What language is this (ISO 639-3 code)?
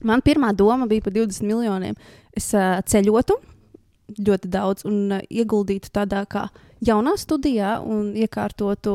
lav